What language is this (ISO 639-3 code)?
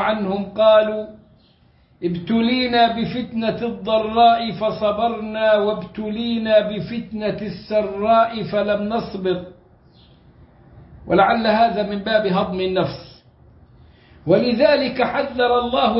ara